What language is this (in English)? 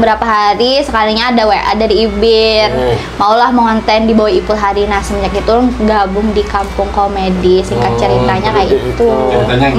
Banjar